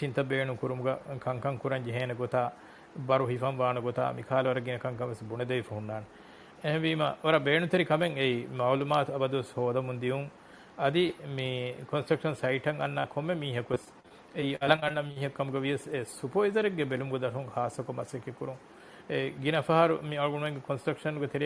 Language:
Divehi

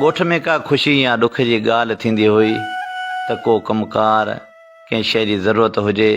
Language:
Sindhi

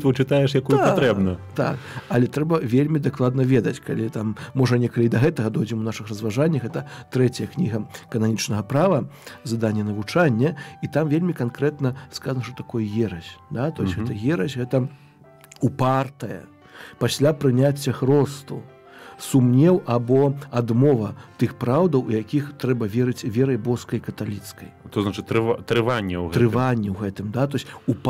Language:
Belarusian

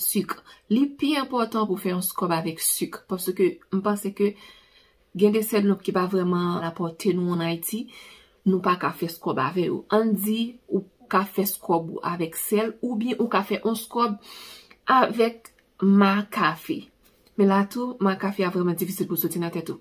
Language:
Haitian Creole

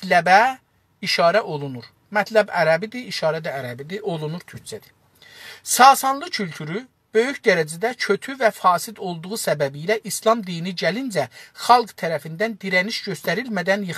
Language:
South Azerbaijani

